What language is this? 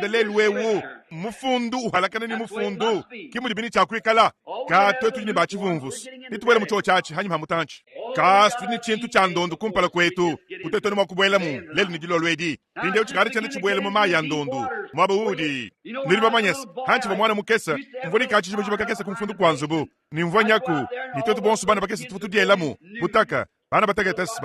Luba-Lulua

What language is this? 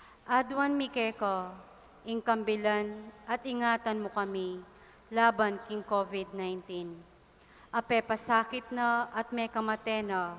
Pampanga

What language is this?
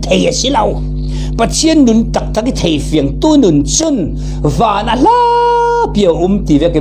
Falam Chin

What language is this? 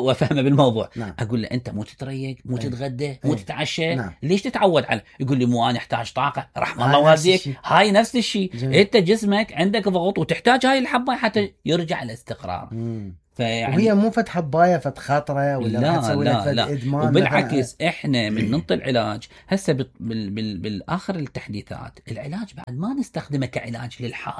Mesopotamian Arabic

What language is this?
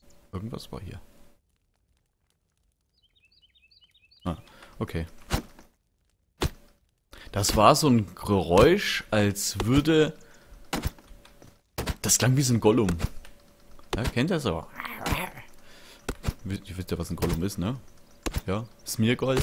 German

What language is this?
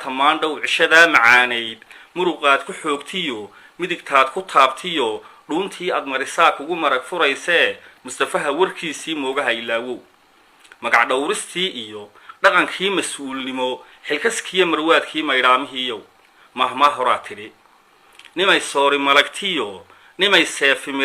Somali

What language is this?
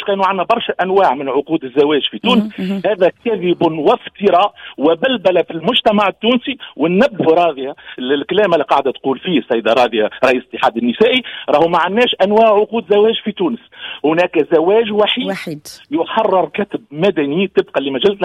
Tunisian Arabic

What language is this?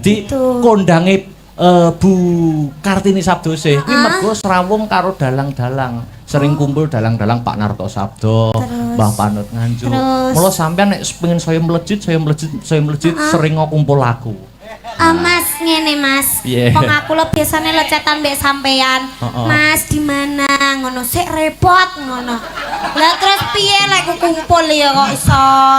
Javanese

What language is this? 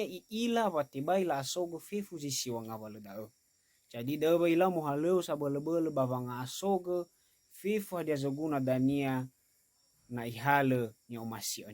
Nias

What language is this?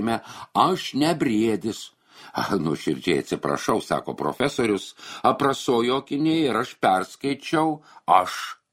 Lithuanian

